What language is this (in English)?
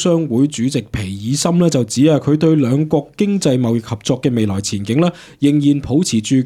Cantonese